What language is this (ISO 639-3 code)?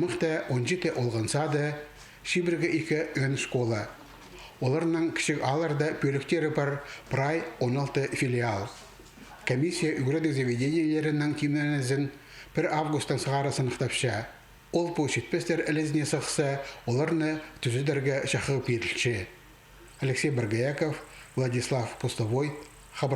kjh